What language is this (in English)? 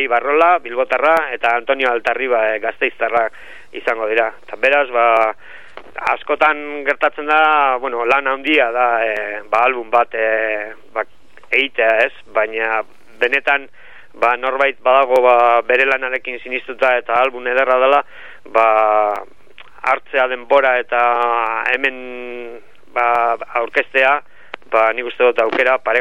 Basque